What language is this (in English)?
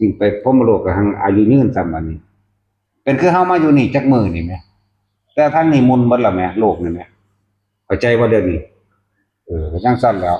Northeastern Thai